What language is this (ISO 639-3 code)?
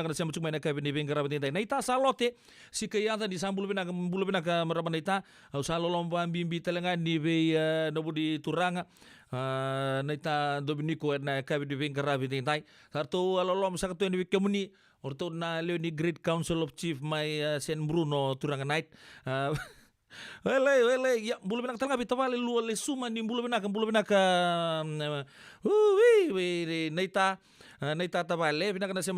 fij